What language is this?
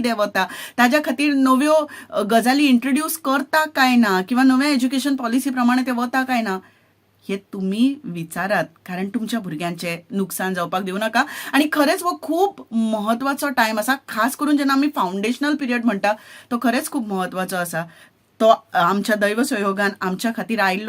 Konkani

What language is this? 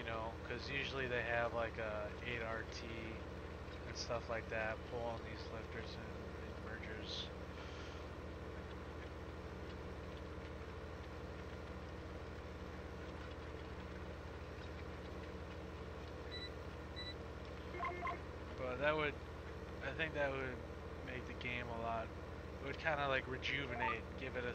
English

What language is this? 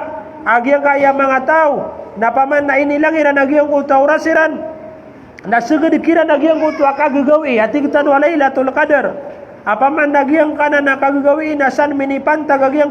Maranao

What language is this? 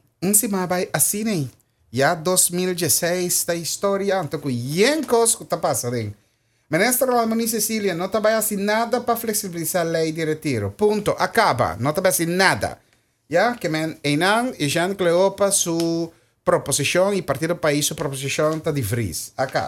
Papiamento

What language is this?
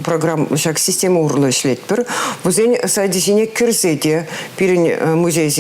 Chuvash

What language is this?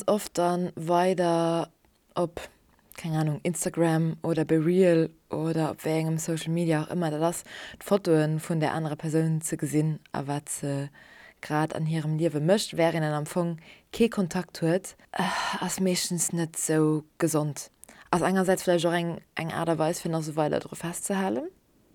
Luxembourgish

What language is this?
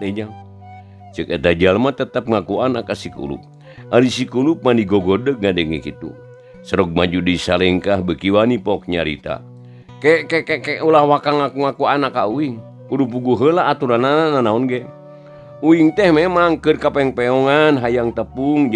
Sundanese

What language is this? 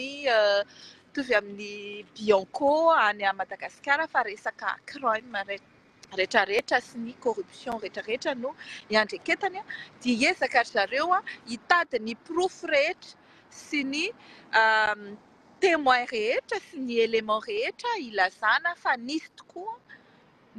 Malagasy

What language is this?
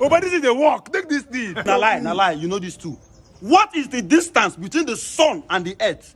Nigerian Pidgin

